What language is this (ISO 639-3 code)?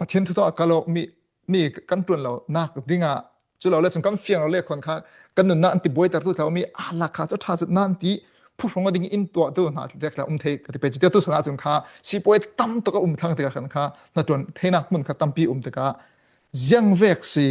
cfm